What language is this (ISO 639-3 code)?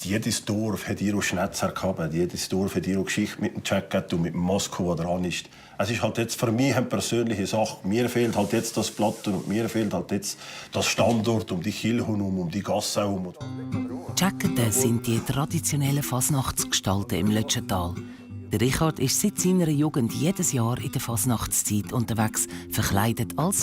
gsw